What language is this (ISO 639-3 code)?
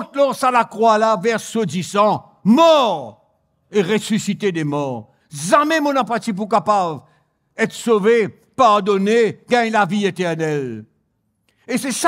mfe